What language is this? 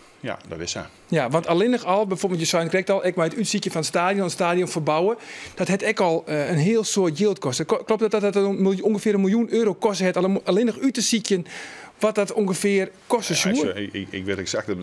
Western Frisian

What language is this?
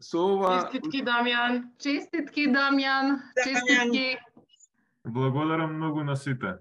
Macedonian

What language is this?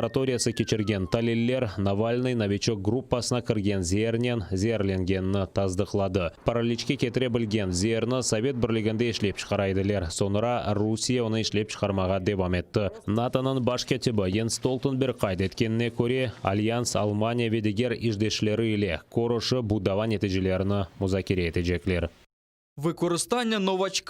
Crimean Tatar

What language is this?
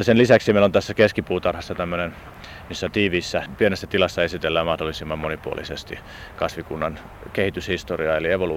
Finnish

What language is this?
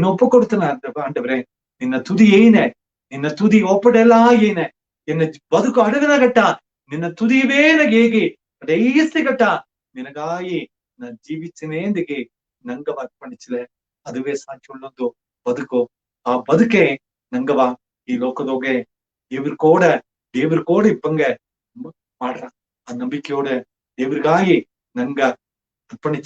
Badaga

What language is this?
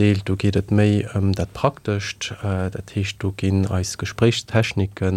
Luxembourgish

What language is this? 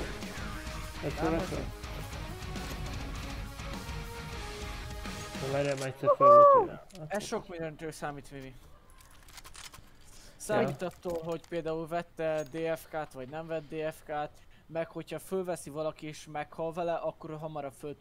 Hungarian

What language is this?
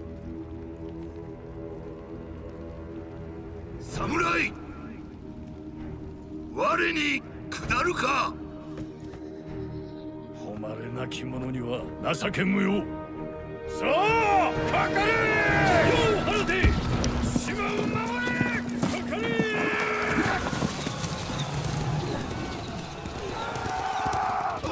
Japanese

